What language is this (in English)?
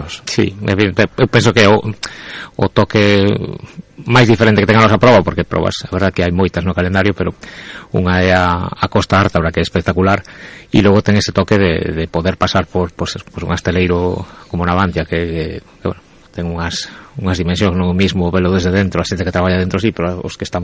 Galician